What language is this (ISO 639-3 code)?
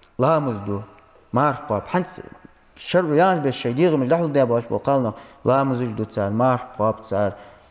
inh